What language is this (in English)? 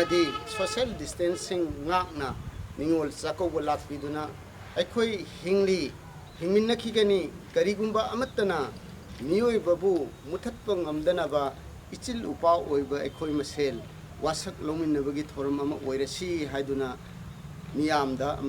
Manipuri